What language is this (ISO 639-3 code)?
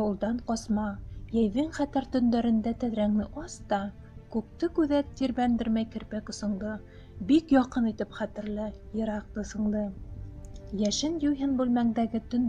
bak